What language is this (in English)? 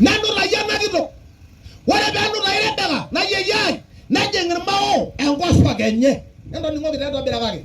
Masai